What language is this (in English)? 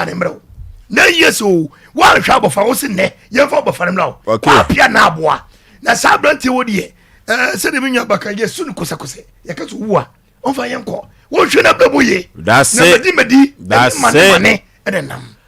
Akan